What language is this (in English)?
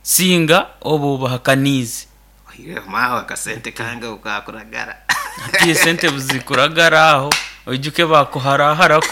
Nyankole